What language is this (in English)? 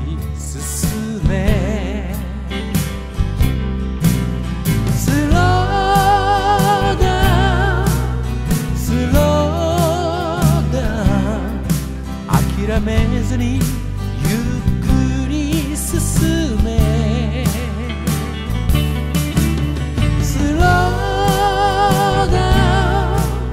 Japanese